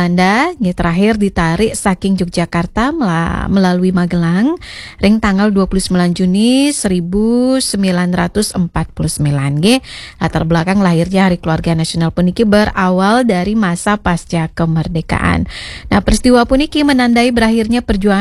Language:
Balinese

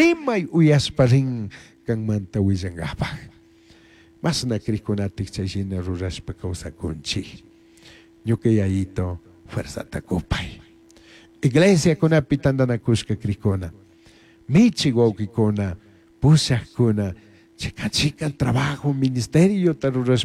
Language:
Chimborazo Highland Quichua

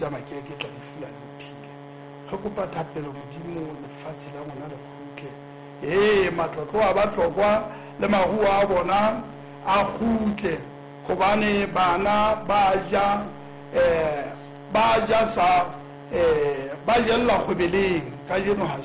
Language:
Southern Sotho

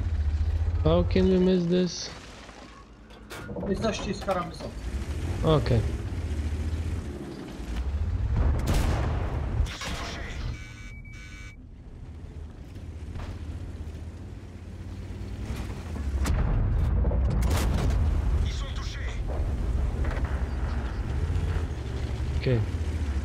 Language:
Bulgarian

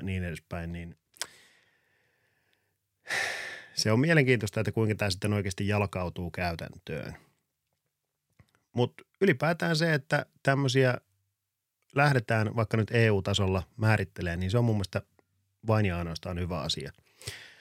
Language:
Finnish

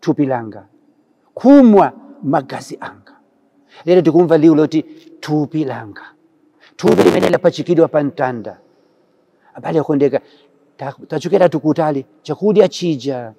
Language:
Nyanja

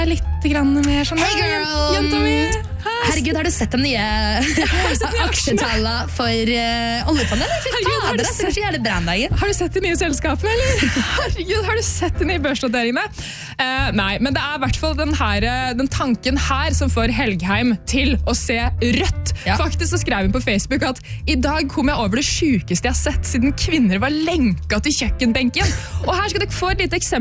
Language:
Norwegian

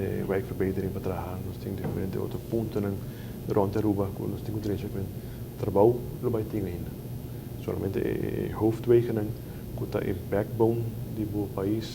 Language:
Papiamento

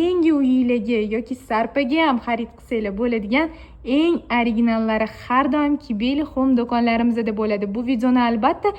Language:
Uzbek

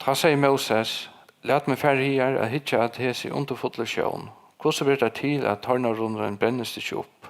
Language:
Faroese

